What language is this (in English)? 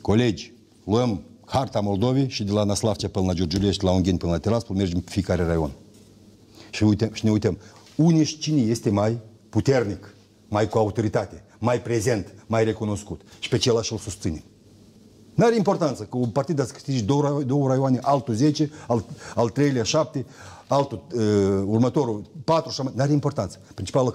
Romanian